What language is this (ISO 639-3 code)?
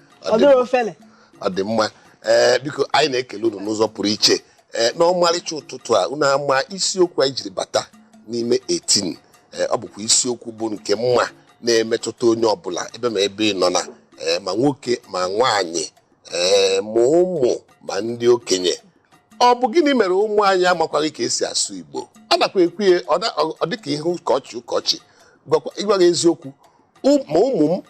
ibo